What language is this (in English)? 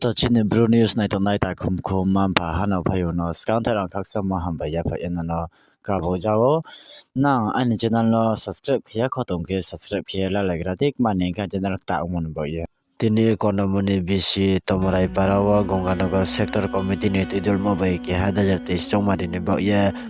Kok Borok